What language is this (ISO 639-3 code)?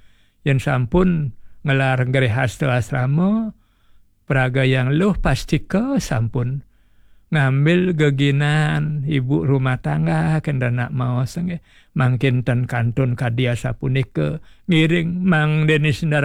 ban